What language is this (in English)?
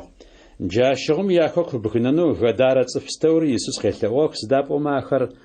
Adyghe